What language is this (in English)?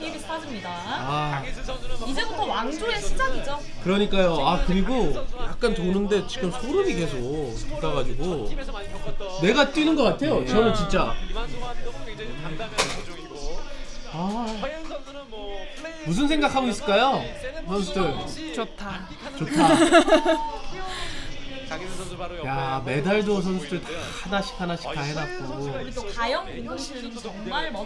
Korean